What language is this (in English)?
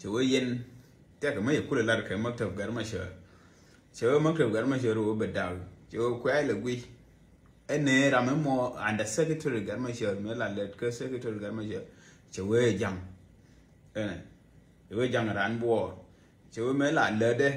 Nuer